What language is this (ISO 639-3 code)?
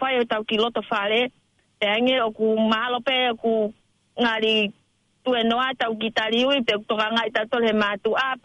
ton